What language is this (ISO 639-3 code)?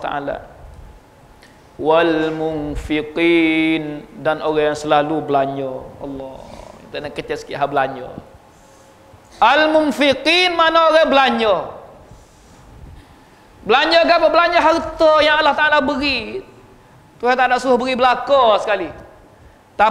msa